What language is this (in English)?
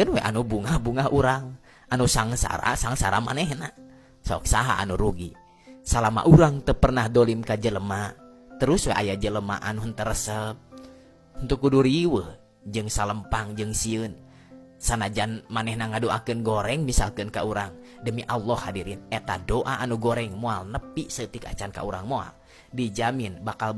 Sundanese